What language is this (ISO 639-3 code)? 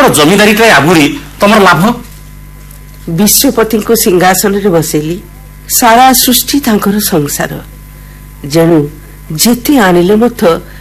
ori